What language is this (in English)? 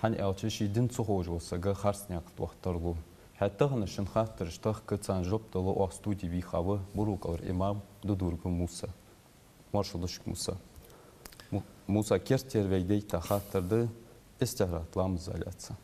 Ingush